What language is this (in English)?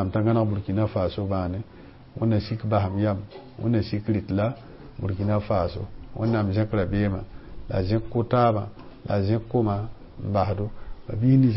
Mossi